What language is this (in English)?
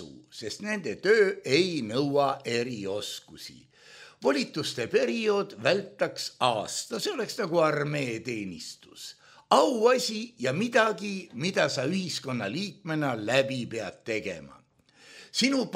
Estonian